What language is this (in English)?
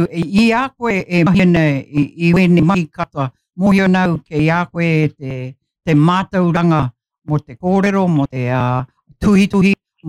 Māori